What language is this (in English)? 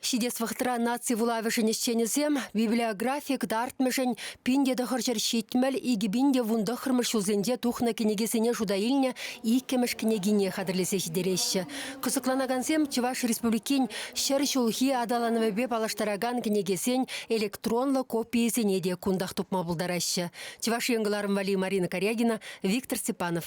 Chuvash